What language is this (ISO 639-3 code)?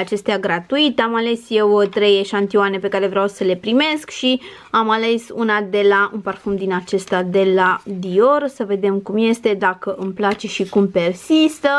ron